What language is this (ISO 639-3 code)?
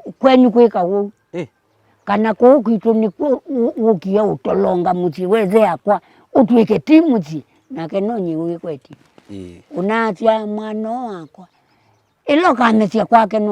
kam